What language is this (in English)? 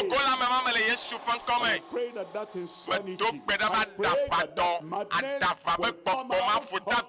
Ewe